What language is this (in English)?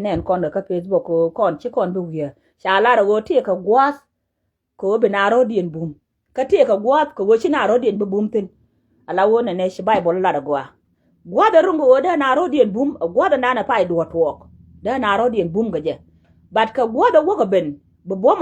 Nuer